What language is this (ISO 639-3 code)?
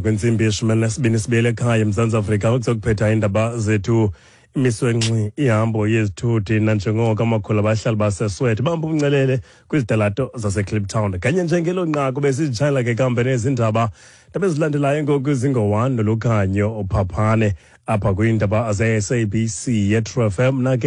xho